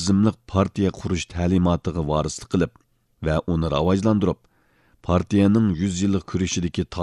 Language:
Uyghur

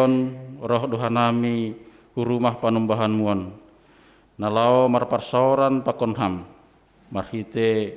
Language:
Batak Simalungun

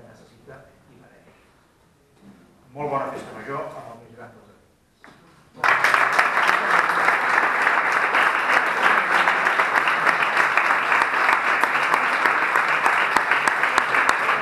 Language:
Catalan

